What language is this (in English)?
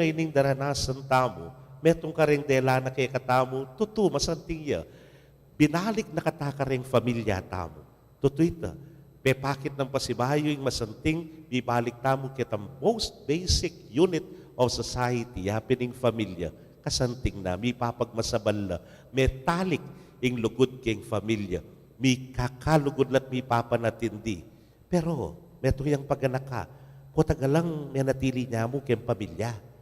Pampanga